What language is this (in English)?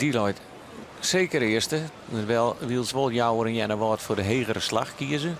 Western Frisian